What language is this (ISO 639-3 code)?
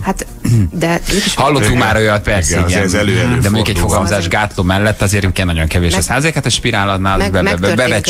hun